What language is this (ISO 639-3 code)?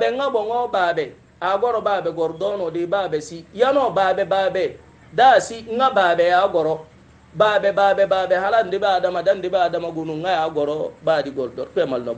hau